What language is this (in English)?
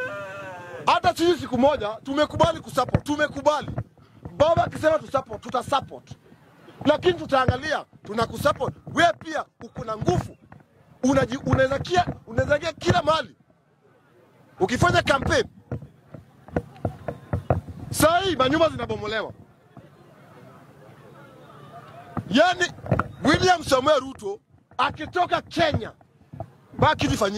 Swahili